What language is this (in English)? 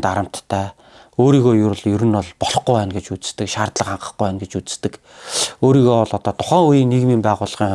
Mongolian